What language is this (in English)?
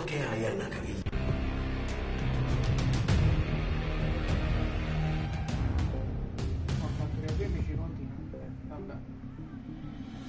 Italian